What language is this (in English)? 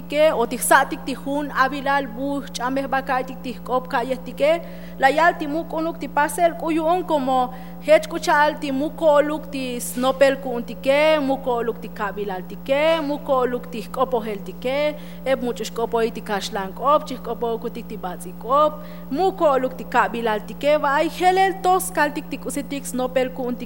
Tzotzil